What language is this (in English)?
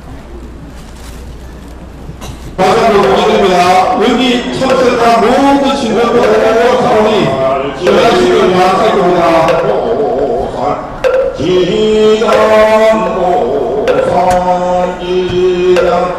Korean